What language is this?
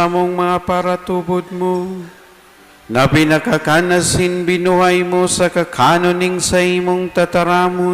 Bikol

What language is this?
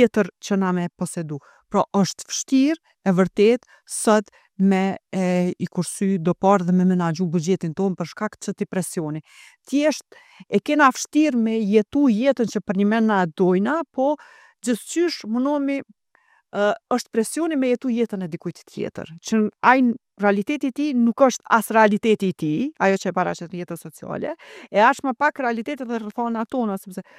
Albanian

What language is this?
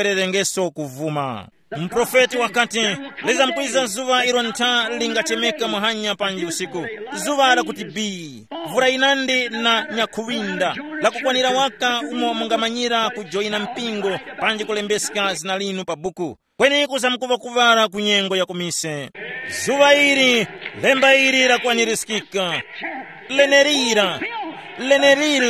Tumbuka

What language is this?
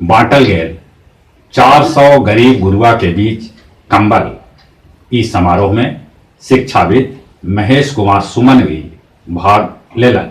Magahi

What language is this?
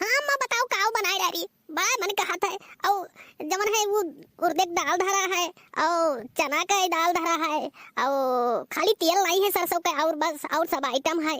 Awadhi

